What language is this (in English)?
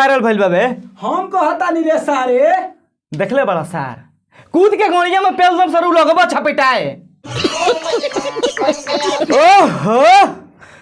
Bhojpuri